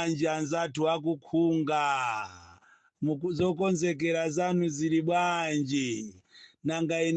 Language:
Nyanja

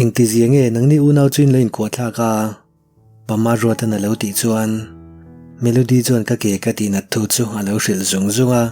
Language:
Mizo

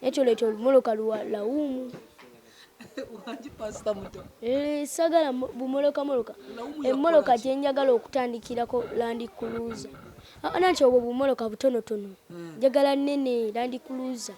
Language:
Ganda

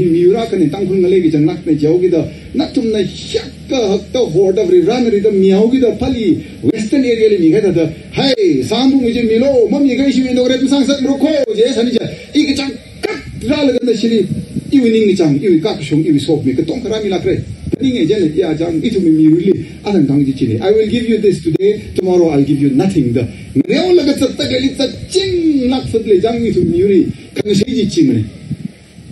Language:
Tangkhul Naga (India)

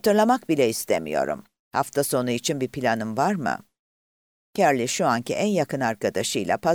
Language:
Turkish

